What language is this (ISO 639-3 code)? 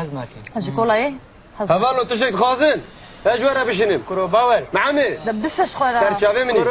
kur